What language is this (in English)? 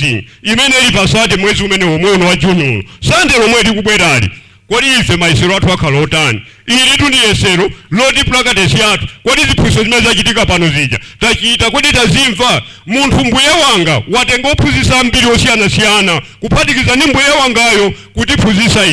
Nyanja